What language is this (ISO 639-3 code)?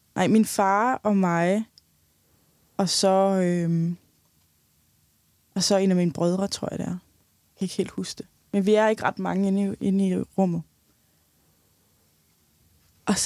dan